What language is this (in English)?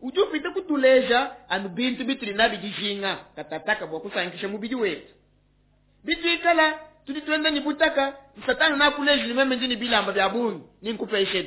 Luba-Lulua